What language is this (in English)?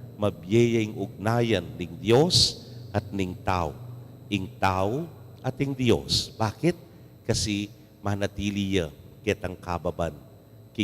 Pampanga